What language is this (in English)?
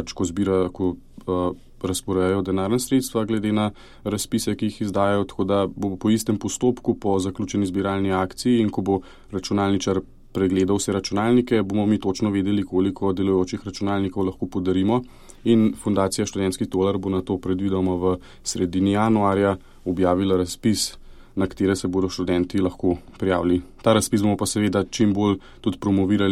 Slovenian